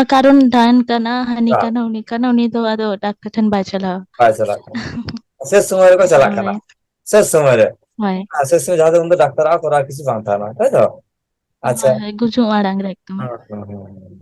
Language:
Santali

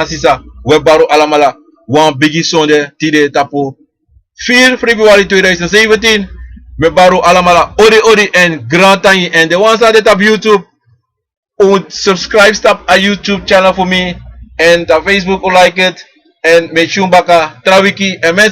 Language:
Sranan Tongo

